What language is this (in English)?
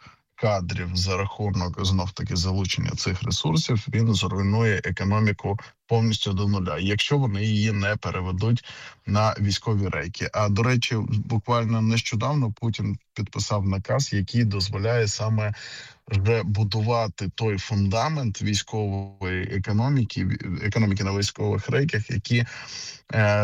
Ukrainian